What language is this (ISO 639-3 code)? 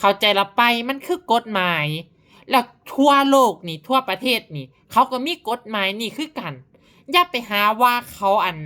lao